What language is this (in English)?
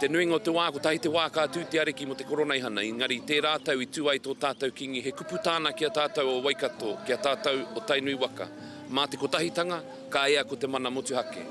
Māori